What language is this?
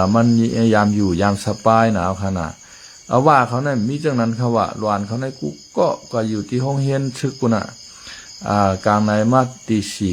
Shan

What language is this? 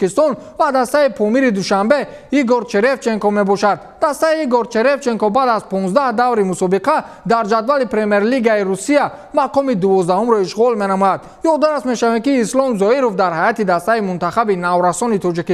Tajik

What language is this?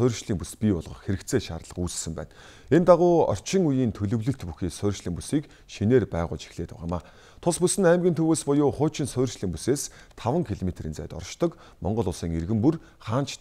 Mongolian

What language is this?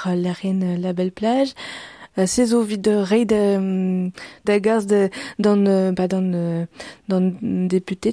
Breton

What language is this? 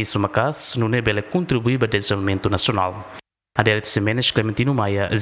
Tetum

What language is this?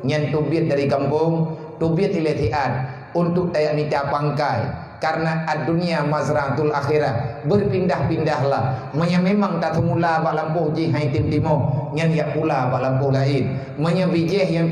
Achinese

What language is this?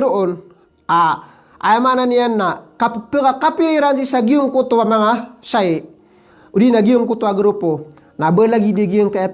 Maranao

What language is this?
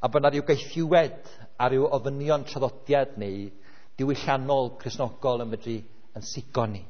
Welsh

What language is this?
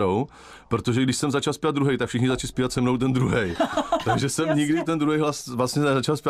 Czech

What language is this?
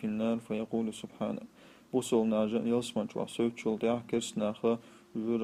Chechen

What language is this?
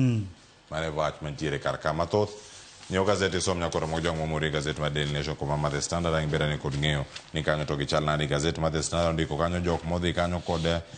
Luo (Kenya and Tanzania)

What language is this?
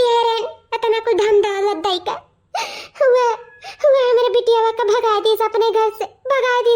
Awadhi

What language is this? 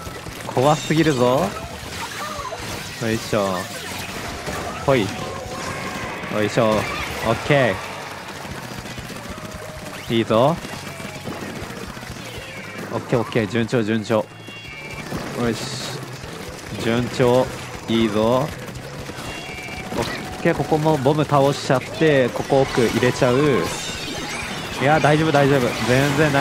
Japanese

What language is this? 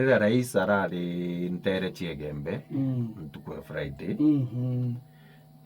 Meru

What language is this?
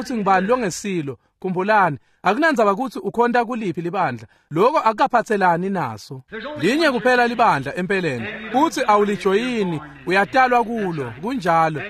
Swati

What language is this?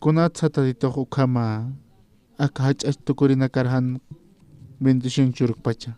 Aymara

